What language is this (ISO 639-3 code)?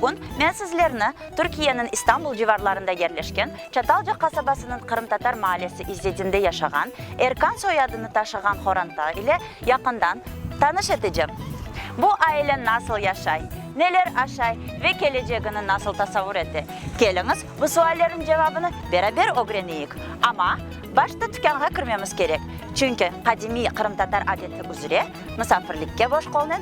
crh